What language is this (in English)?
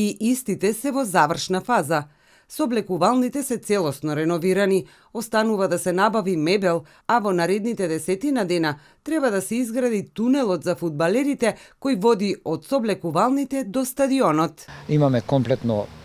Macedonian